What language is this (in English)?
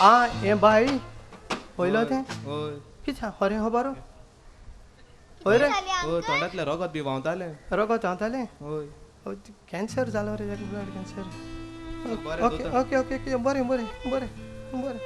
Konkani